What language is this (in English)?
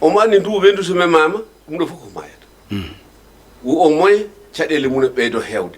Fula